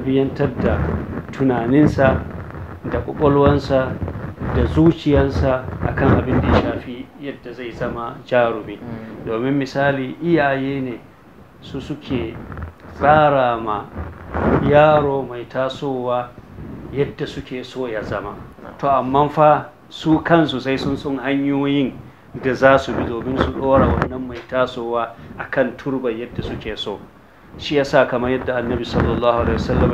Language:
Hausa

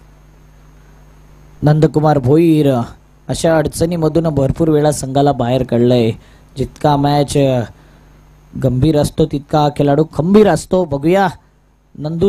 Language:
Marathi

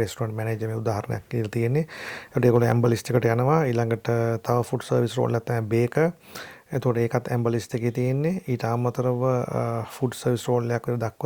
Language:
Sinhala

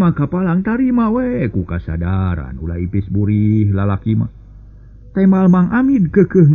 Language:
Sundanese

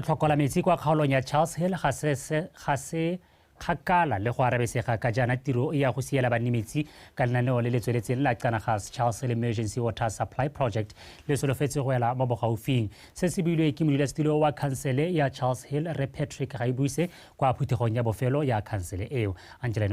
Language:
Tswana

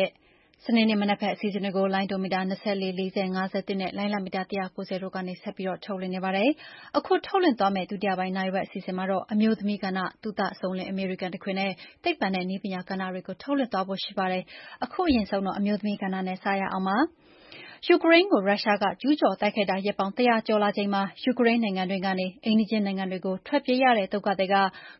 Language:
Burmese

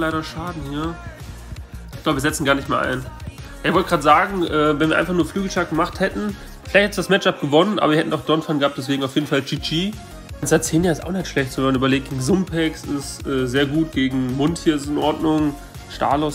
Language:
German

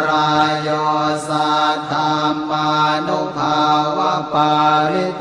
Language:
Pali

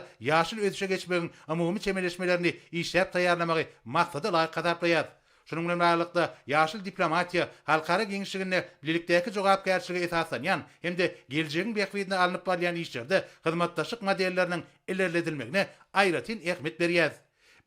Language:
Turkmen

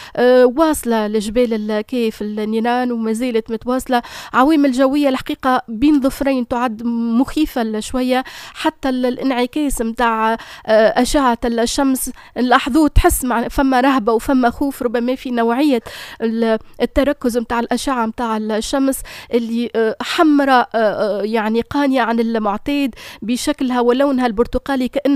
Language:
Tunisian Arabic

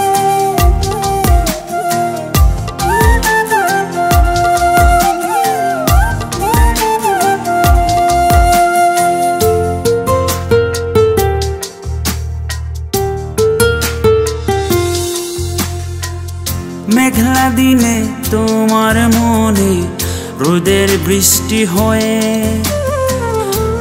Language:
Bangla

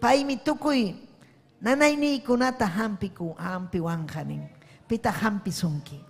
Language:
Ayacucho Quechua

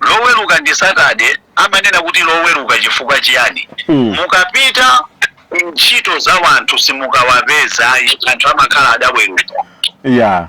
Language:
Nyanja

